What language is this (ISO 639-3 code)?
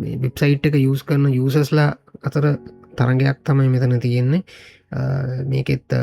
sin